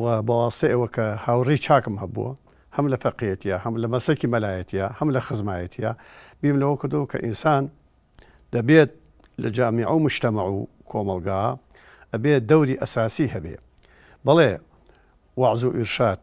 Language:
Central Kurdish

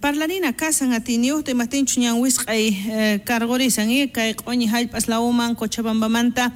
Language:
South Bolivian Quechua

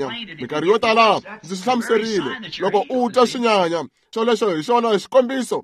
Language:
Tsonga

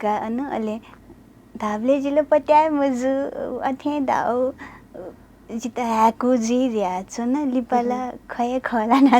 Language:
Newari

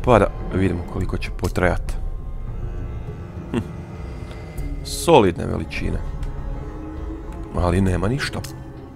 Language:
Croatian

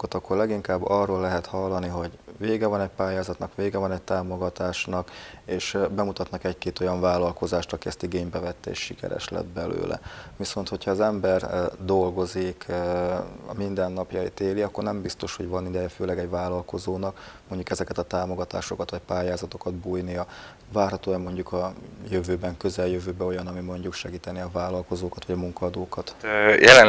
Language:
Hungarian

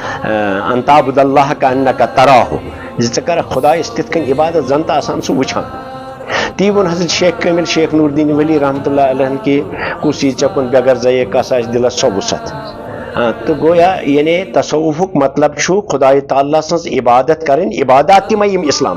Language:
Kashmiri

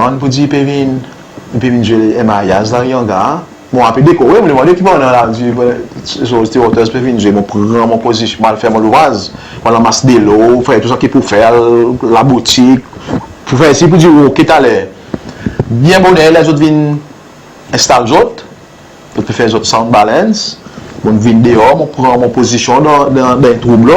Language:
Seselwa Creole French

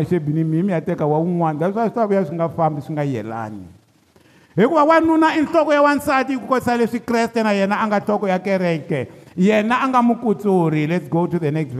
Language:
Tsonga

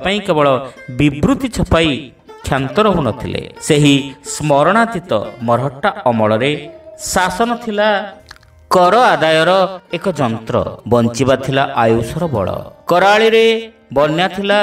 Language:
Odia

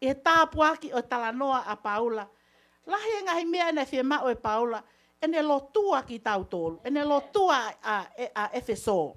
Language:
Tongan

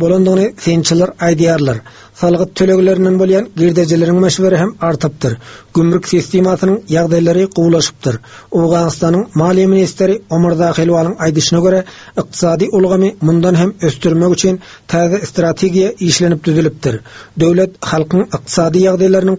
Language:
Turkmen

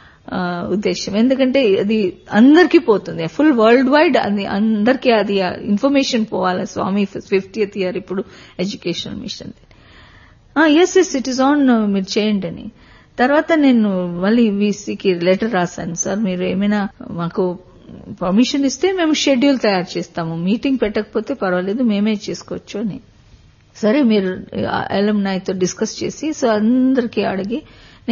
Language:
Telugu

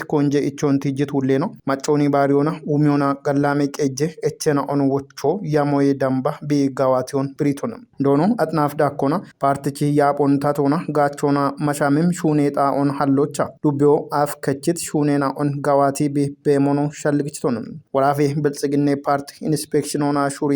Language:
Kafa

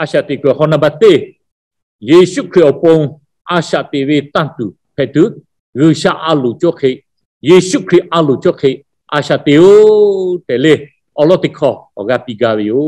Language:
Lahu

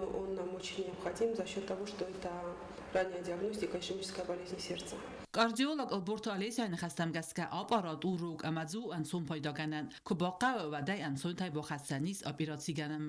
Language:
Ossetic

